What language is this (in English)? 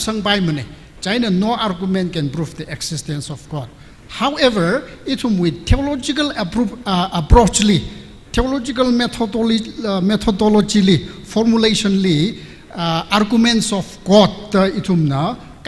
Tangkhul Naga (India)